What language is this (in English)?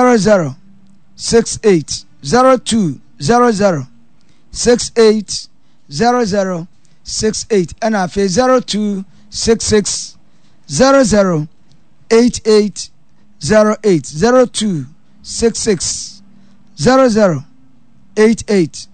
Akan